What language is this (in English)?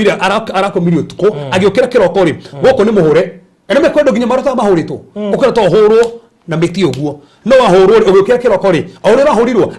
Kikuyu